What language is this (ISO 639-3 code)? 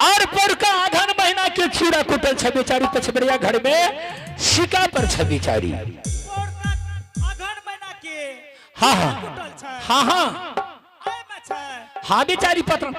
anp